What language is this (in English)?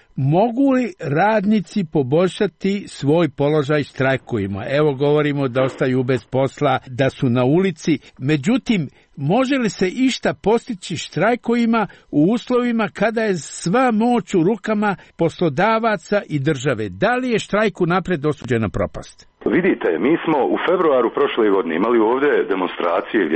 Serbian